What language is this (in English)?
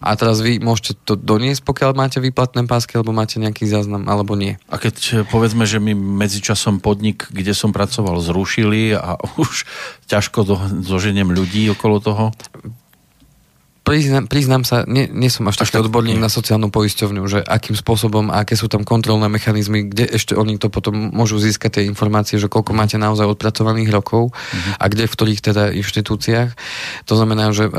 Slovak